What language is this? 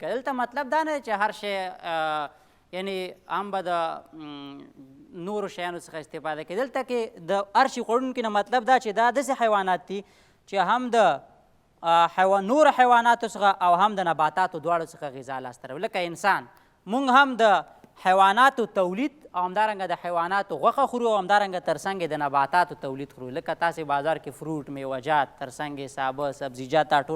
Pashto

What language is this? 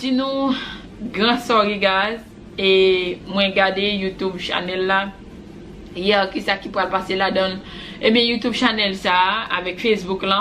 Haitian Creole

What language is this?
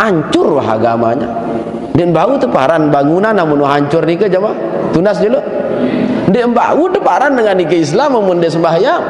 Sasak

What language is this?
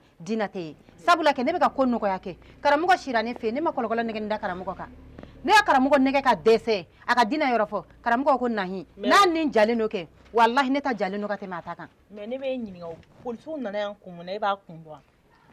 Bambara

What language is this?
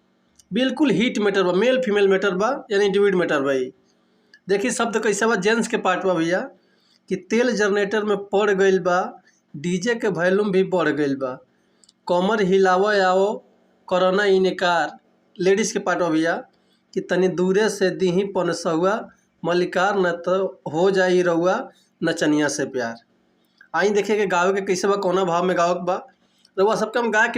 Bhojpuri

